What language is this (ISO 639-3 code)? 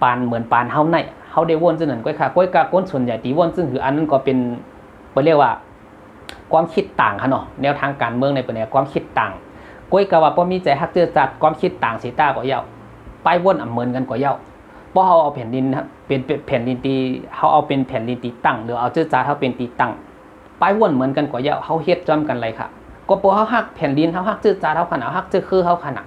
shn